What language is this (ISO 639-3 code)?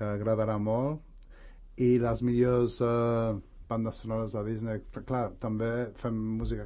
cat